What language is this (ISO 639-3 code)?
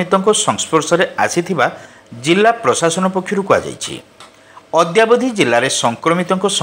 ori